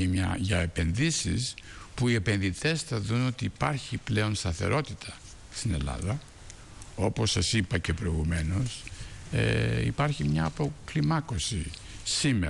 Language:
Greek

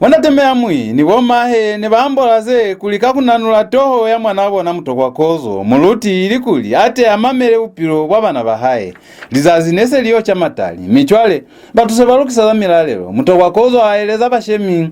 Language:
Lozi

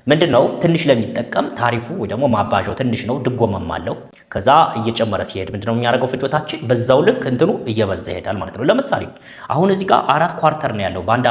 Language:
Amharic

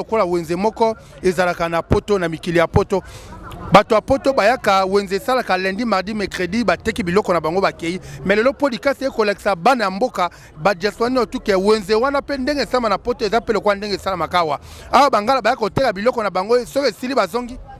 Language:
Lingala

